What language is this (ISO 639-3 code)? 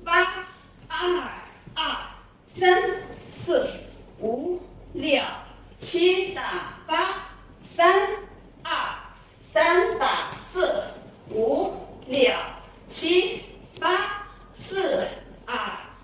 zho